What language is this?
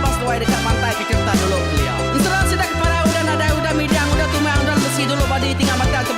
Iban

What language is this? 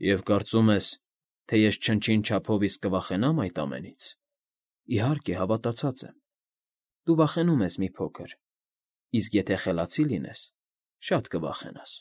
Armenian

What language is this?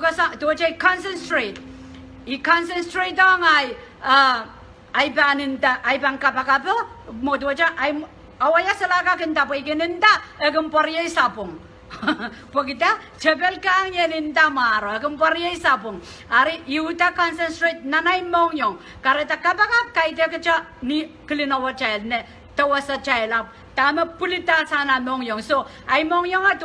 Pohnpeian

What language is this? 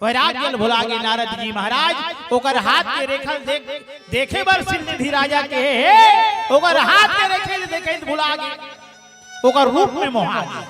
Chhattisgarhi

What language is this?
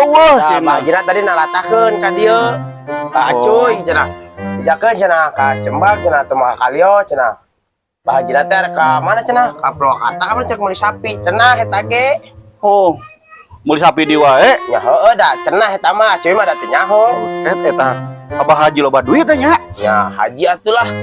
Sundanese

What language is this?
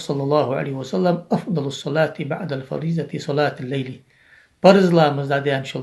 Ingush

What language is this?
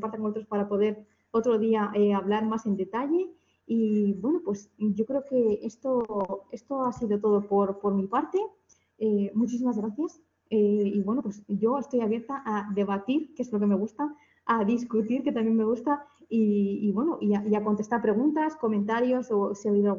Spanish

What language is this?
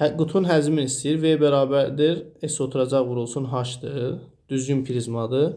Azerbaijani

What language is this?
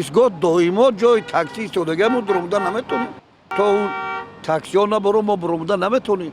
Tajik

